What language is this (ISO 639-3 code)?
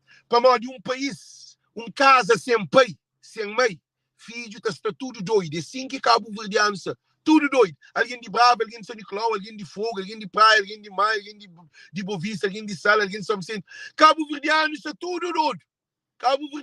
kea